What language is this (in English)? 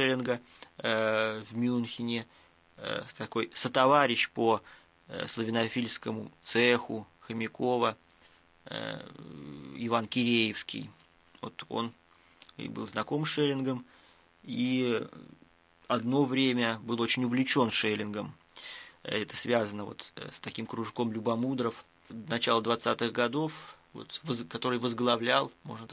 Russian